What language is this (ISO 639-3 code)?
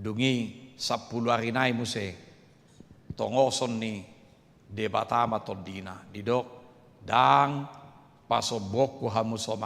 bbc